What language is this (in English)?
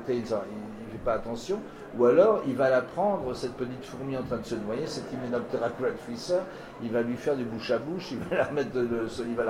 French